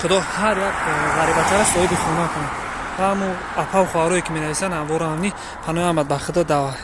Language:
Tajik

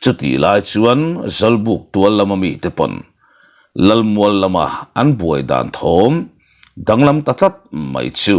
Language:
Mizo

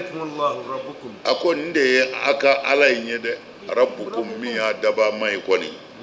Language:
Bambara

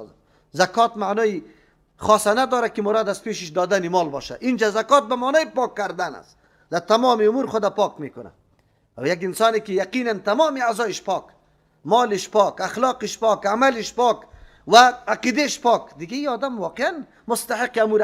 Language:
Persian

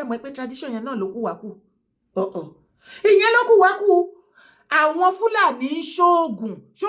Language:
Yoruba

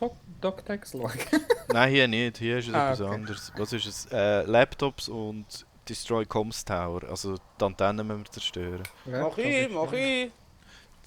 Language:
Swiss German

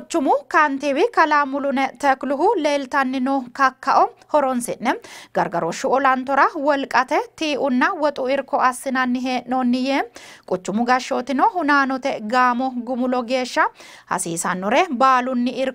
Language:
Sidamo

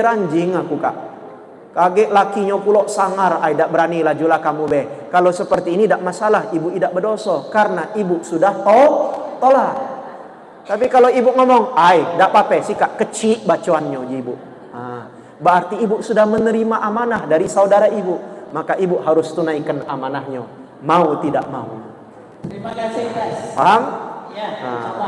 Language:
Musi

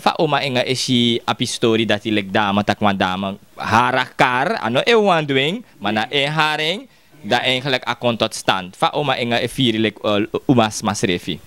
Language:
Sranan Tongo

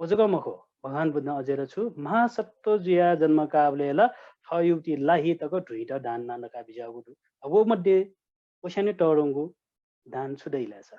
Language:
Newari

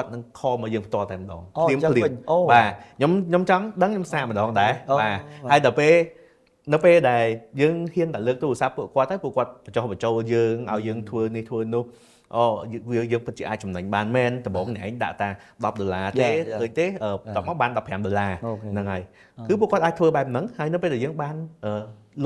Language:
Khmer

